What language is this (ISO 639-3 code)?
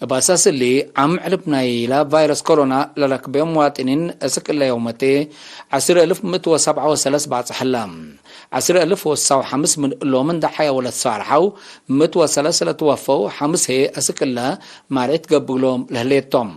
tig